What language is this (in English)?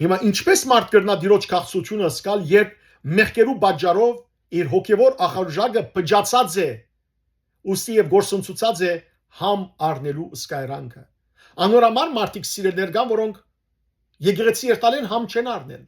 Western Armenian